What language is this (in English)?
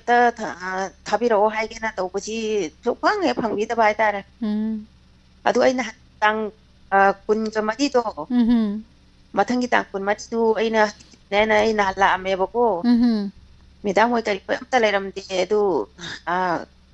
Manipuri